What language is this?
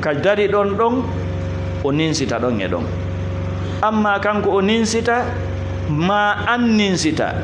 Fula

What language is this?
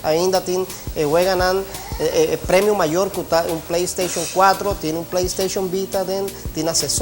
Papiamento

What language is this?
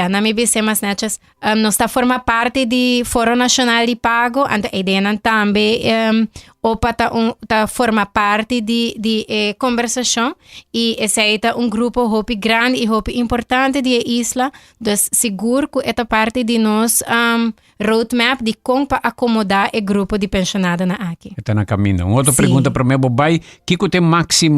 Papiamento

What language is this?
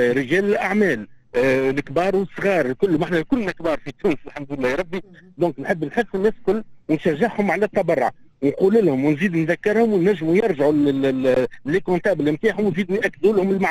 Tunisian Arabic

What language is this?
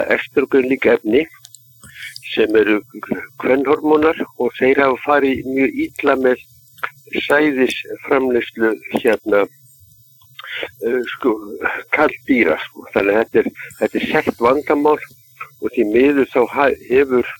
Icelandic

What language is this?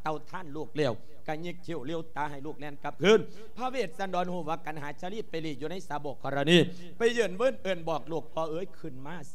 Lao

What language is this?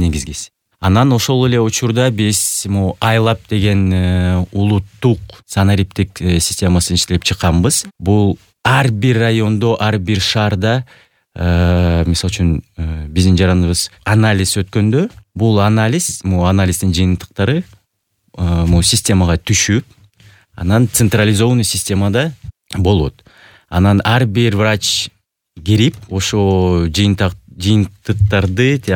Kyrgyz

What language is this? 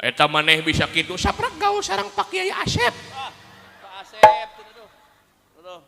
Sundanese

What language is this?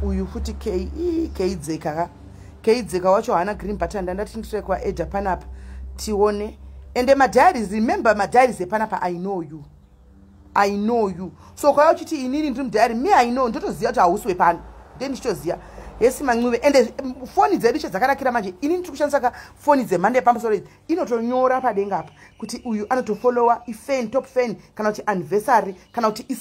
Shona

